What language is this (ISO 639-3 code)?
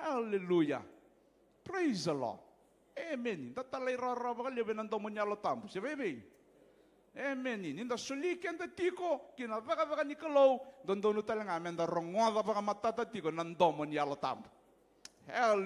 fij